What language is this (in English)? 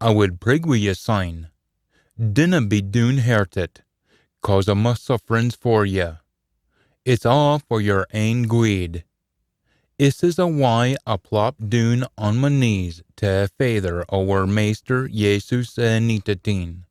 Scots